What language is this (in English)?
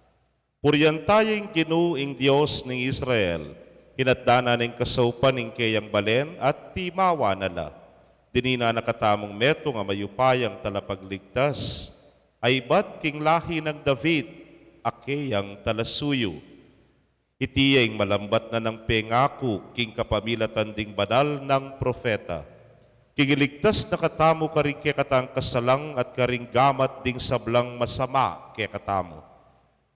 Pampanga